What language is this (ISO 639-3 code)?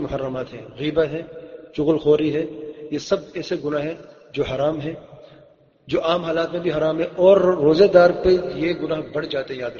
urd